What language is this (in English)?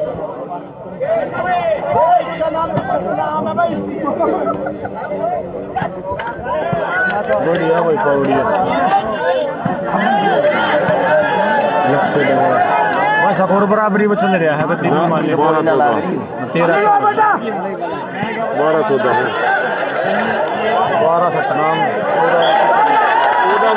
Hindi